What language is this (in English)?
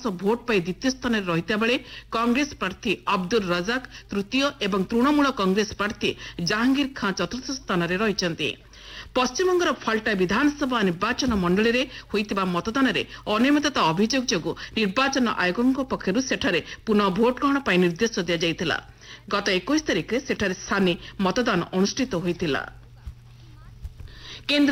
Odia